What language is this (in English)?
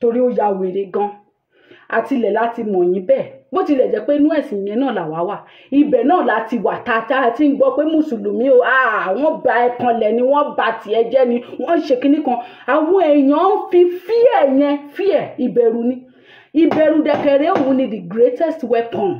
Yoruba